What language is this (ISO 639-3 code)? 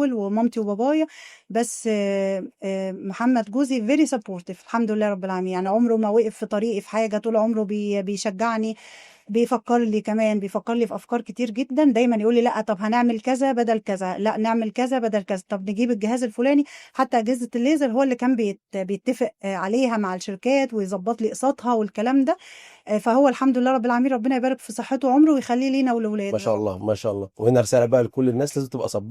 arz